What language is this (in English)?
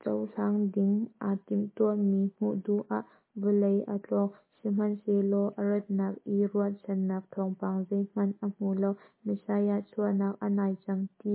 Hakha Chin